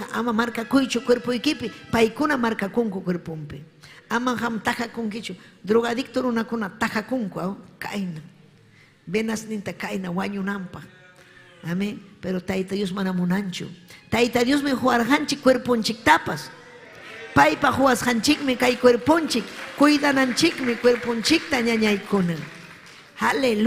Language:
Ayacucho Quechua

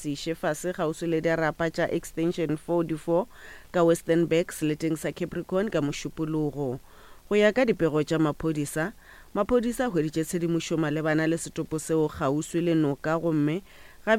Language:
Northern Sotho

